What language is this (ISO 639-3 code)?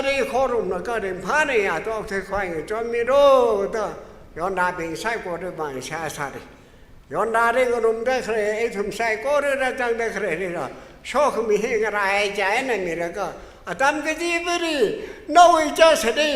nmf